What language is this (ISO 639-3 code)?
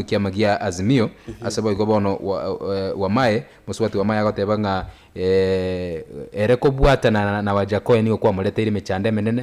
guz